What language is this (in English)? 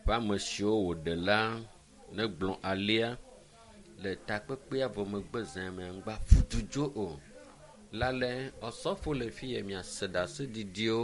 Ewe